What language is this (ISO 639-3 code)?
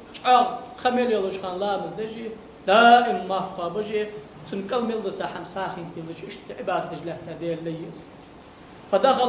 inh